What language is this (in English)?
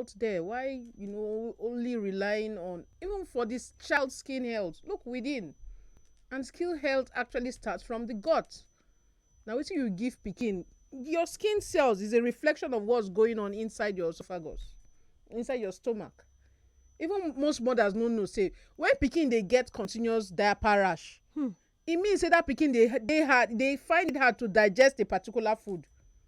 Nigerian Pidgin